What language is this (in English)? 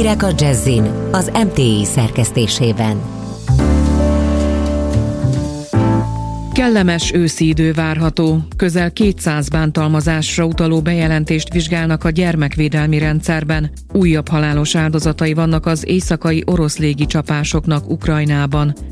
Hungarian